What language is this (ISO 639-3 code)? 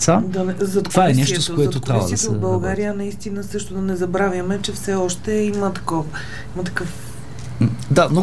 bul